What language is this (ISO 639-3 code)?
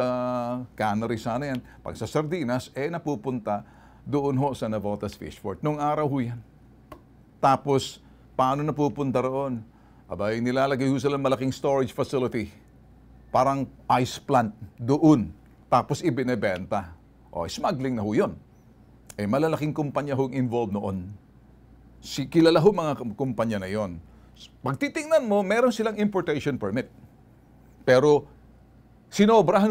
fil